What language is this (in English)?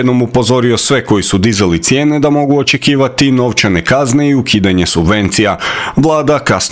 Croatian